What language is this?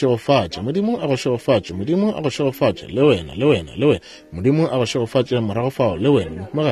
Northern Sotho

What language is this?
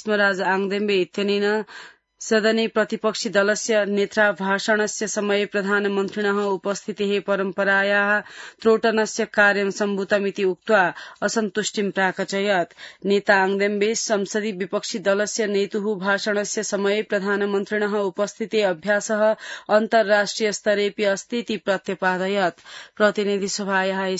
Sanskrit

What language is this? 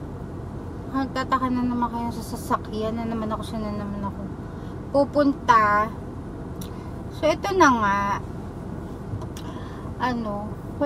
Filipino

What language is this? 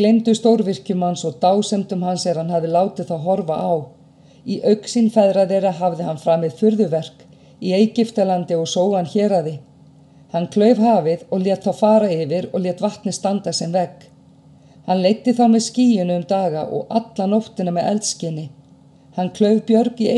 Icelandic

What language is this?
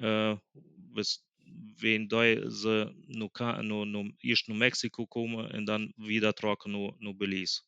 Plautdietsch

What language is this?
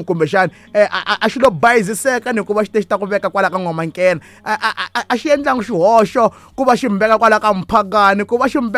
Tsonga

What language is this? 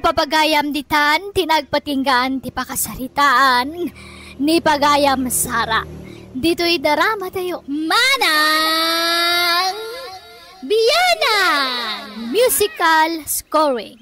Iloko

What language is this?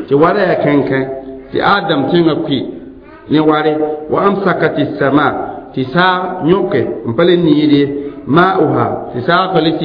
Mossi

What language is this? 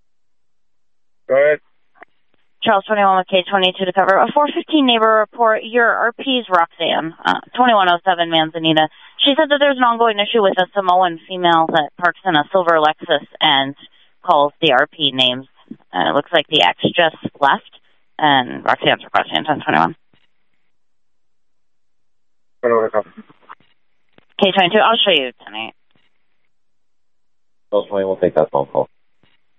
English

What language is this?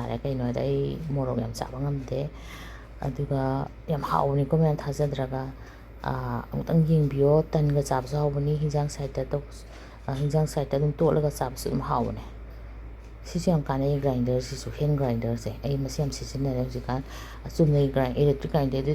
Manipuri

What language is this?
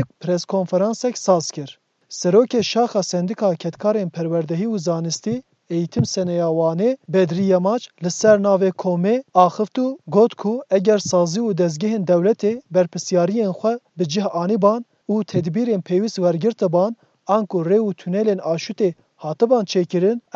Kurdish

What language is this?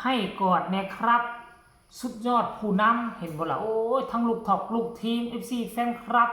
Northeastern Thai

